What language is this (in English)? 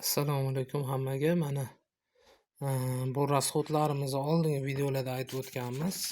Uzbek